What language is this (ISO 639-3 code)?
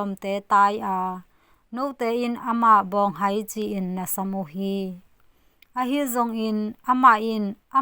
ctd